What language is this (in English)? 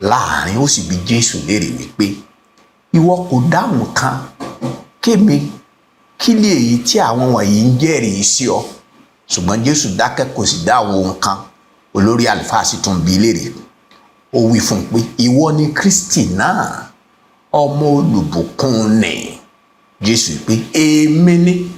Yoruba